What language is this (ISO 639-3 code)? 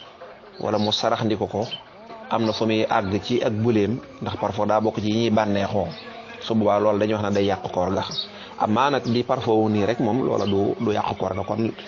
wol